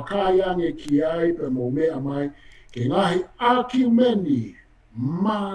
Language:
Tongan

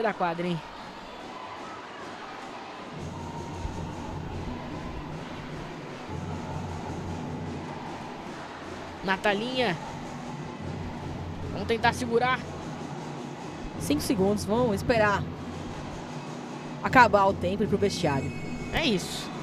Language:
Portuguese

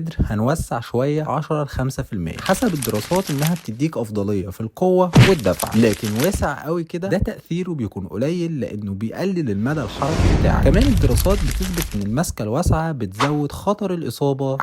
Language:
Egyptian Arabic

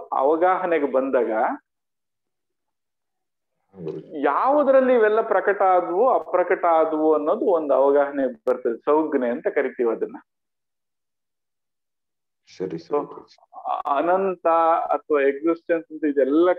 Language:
Kannada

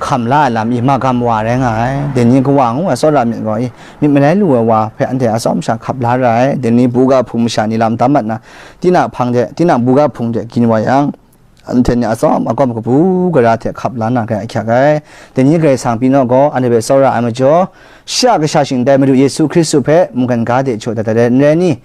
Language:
Kachin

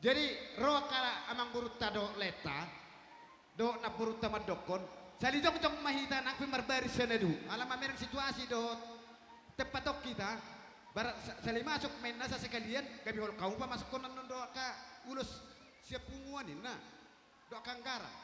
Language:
Batak Toba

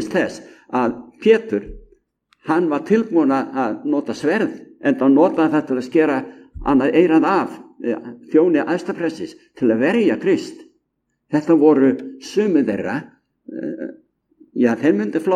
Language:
Icelandic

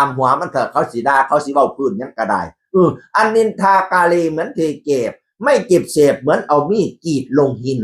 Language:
Northeastern Thai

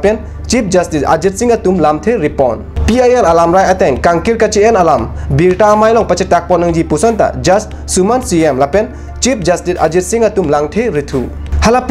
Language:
Karbi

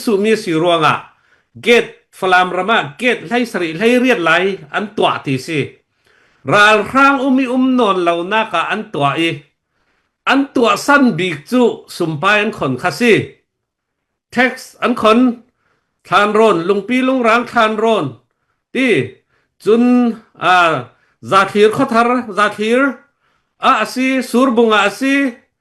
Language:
Falam Chin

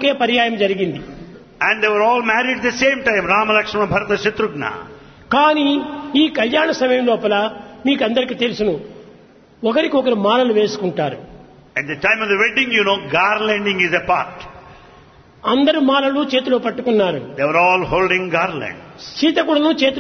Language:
Telugu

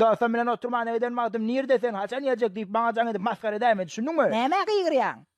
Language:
Turkmen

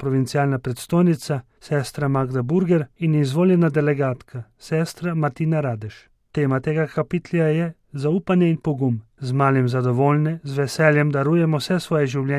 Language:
Slovenian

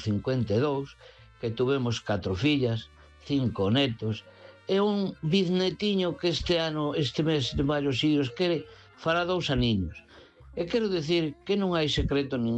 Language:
Galician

